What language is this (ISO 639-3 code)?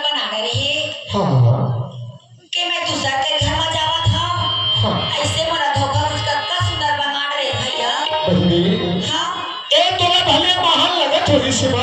hne